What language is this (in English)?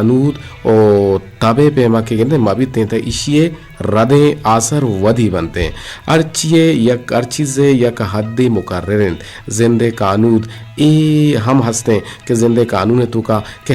Eastern Balochi